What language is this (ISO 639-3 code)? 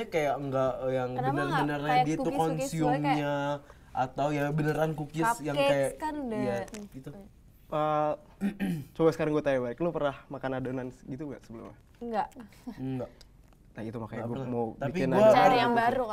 ind